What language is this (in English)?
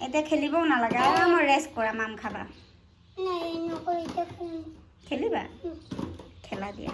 Assamese